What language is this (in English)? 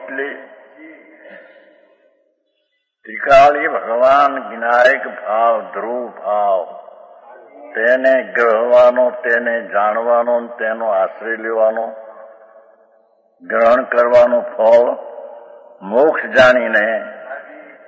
Gujarati